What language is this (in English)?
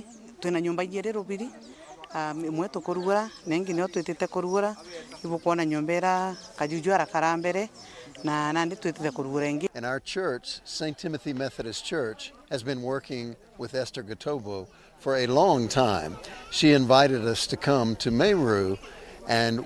Meru